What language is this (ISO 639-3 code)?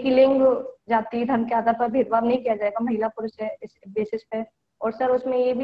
hin